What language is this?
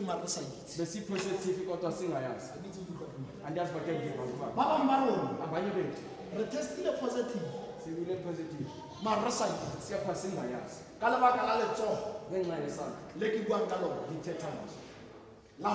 Tswana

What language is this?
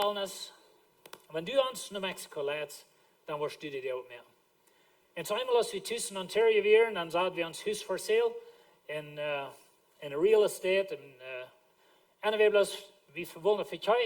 Plautdietsch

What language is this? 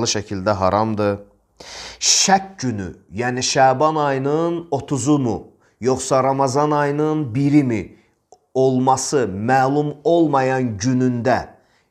Azerbaijani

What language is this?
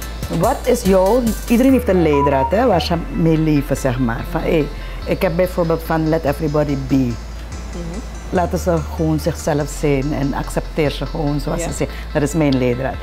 Dutch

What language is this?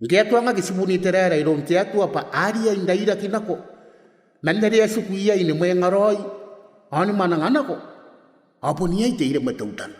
Gilbertese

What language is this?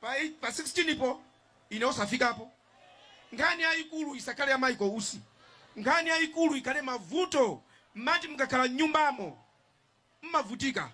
Nyanja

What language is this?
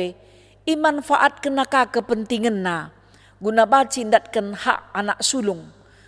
Batak Karo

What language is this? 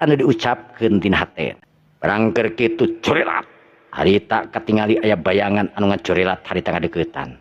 Sundanese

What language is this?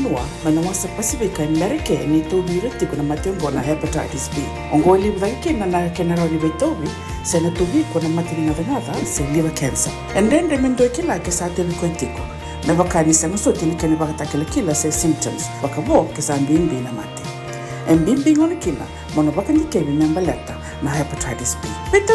Fijian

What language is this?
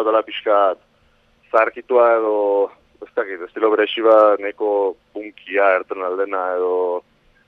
Basque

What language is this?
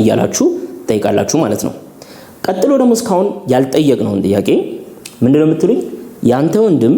Amharic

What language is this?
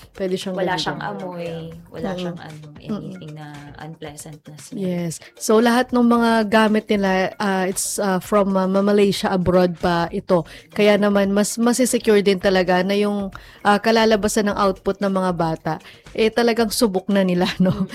Filipino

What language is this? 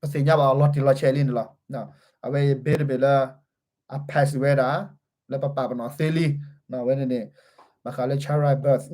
S'gaw Karen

